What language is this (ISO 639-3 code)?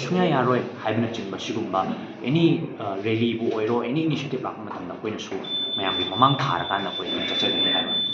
mni